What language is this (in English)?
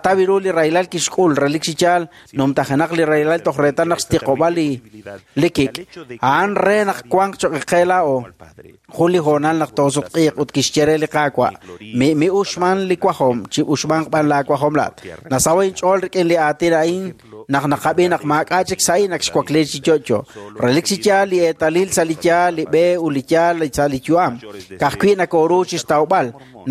Kekchí